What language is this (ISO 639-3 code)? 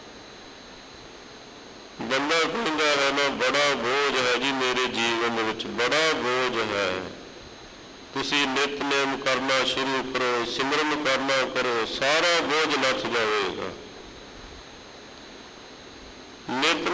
pan